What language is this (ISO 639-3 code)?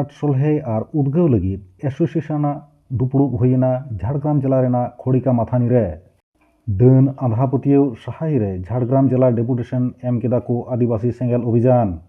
sat